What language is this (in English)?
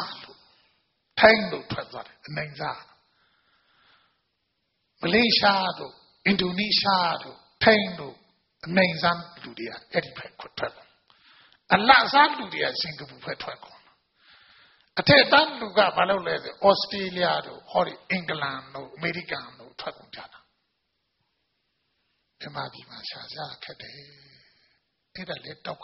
Burmese